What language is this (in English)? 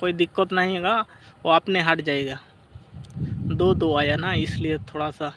Santali